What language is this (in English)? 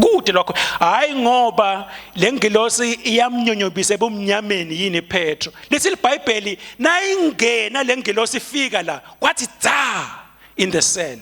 Swati